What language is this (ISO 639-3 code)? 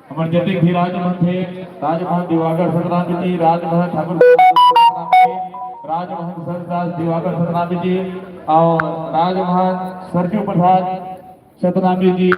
hne